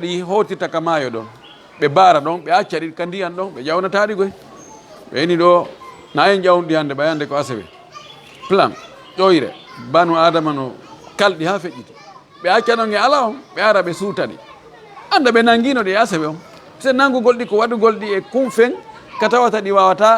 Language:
Fula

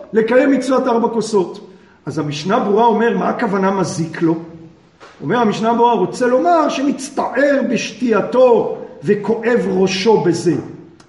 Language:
Hebrew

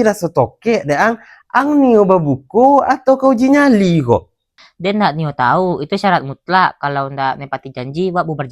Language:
Minangkabau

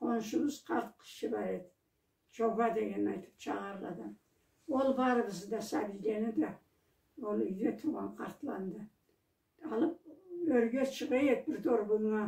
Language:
Karachay-Balkar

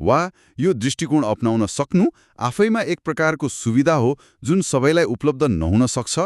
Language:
Nepali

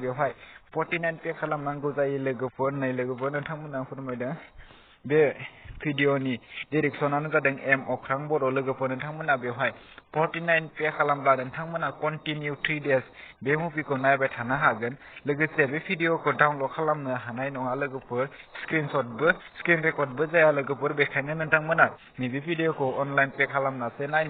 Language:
Bodo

